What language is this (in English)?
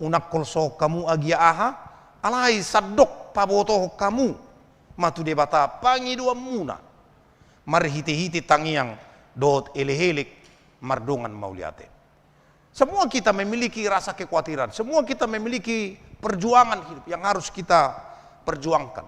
Batak Toba